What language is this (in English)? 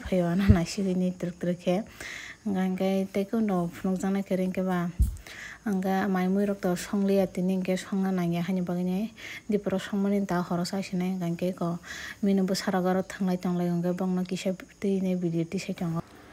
Kok Borok